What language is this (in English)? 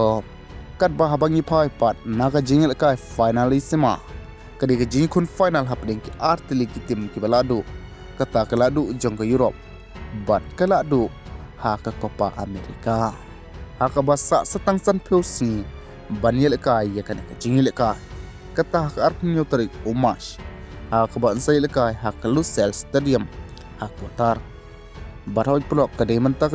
Khasi